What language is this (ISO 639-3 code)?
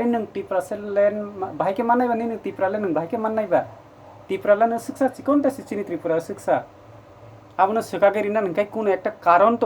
trp